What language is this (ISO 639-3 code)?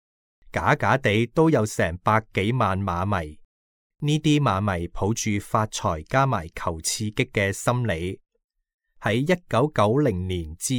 yue